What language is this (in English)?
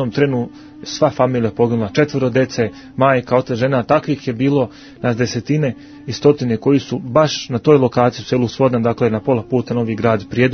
Serbian